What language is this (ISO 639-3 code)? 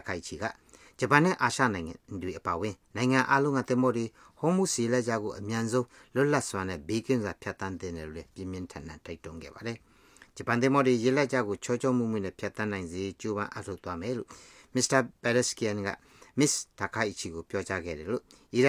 mya